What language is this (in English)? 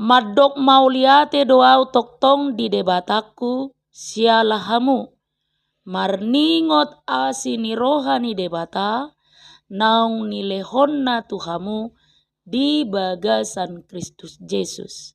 Batak Toba